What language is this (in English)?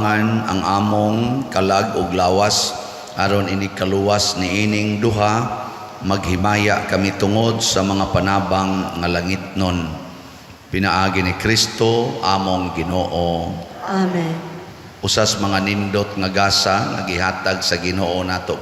Cebuano